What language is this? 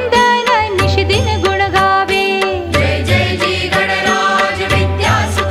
Marathi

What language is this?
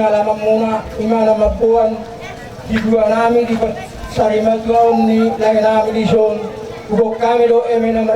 Batak Toba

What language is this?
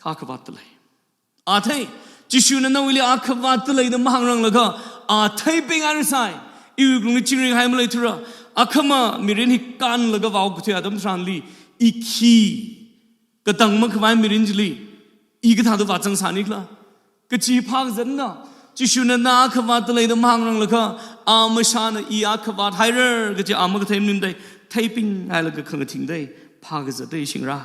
Tangkhul Naga (India)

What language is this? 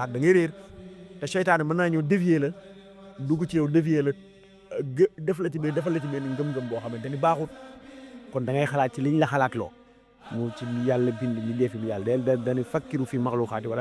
Wolof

